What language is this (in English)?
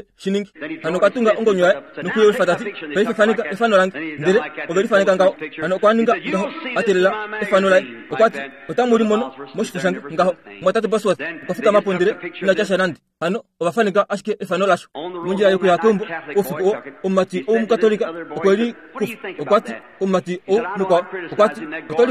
Kuanyama